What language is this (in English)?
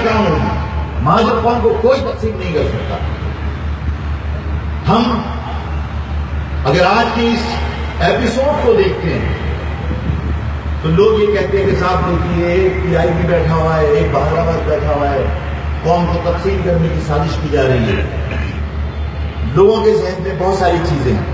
Urdu